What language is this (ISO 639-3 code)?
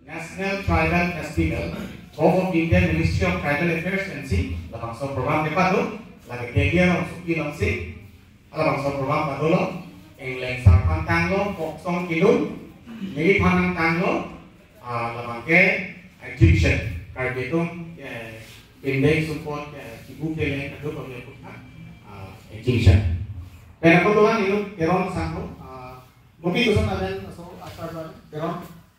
mjw